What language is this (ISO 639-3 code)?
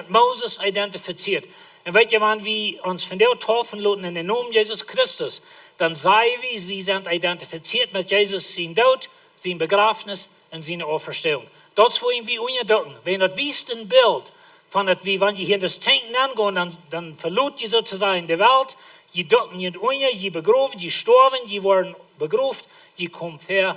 pdt